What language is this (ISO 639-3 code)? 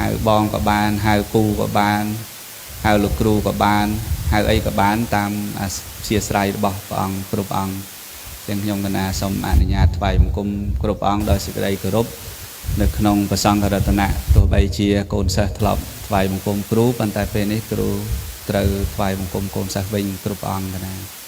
khm